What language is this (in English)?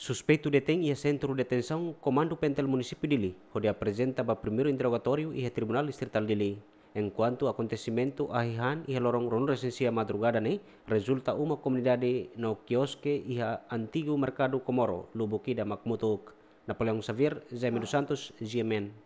Tetum